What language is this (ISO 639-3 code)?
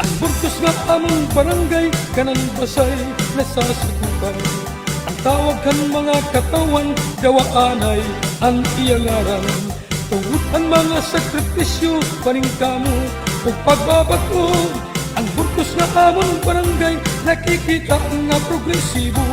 war